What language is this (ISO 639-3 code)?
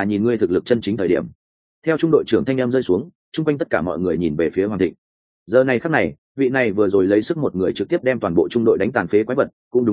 vie